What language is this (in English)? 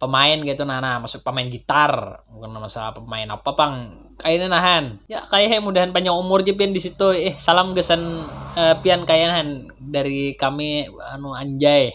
Banjar